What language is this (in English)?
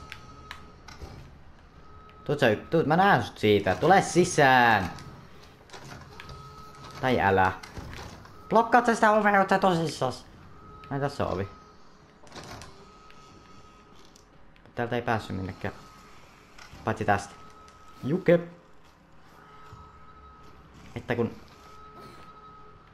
Finnish